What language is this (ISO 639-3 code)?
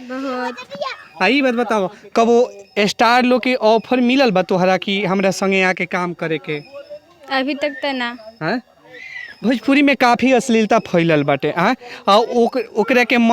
bho